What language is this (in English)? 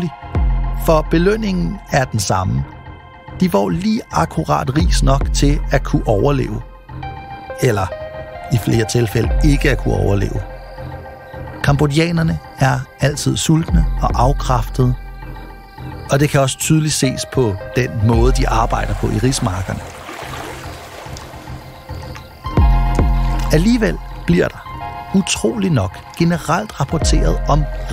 Danish